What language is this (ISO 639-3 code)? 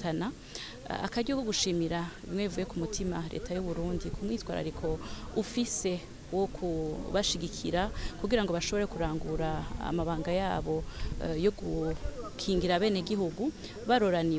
run